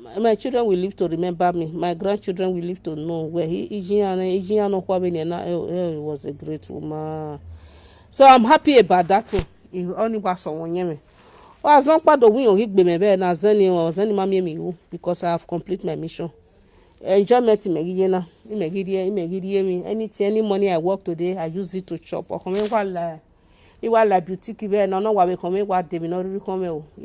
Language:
Nigerian Pidgin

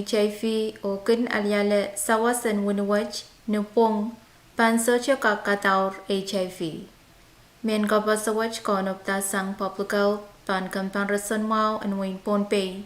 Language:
Pohnpeian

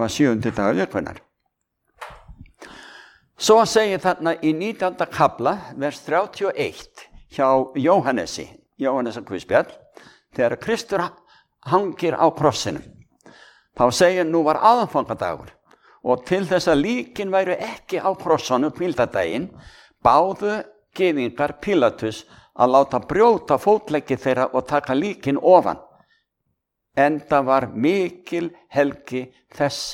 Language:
Icelandic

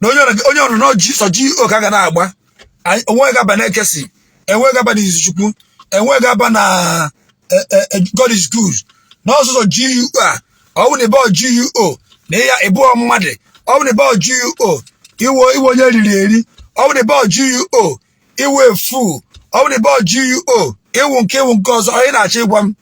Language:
Igbo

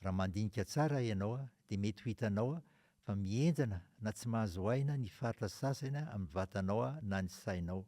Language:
Malagasy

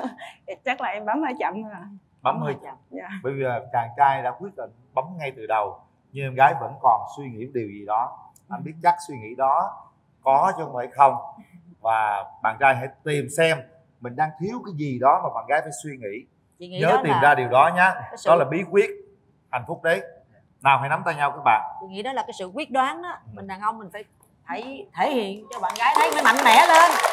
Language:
Vietnamese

